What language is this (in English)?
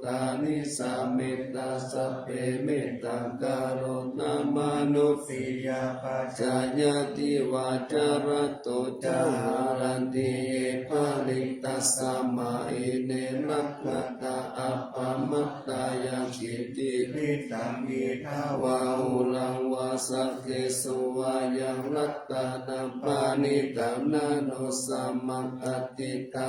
Pali